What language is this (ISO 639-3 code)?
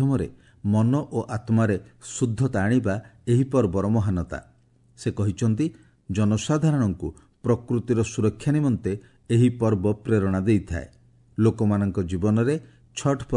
ori